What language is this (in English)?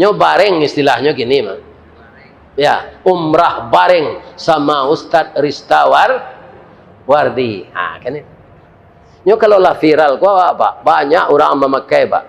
Minangkabau